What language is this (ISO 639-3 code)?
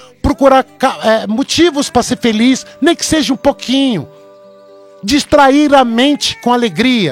por